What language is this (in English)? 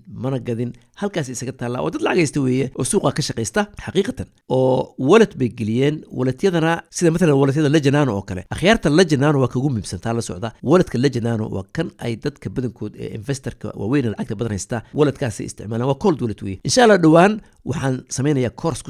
Somali